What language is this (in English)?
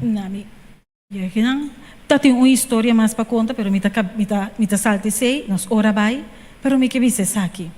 Papiamento